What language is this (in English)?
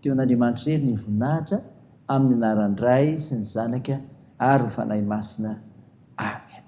Malagasy